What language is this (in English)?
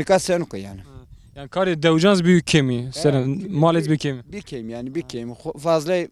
Zaza